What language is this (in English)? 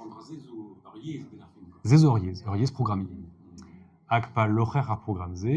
Breton